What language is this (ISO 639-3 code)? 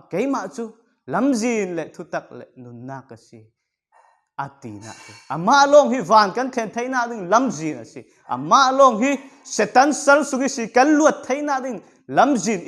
cfm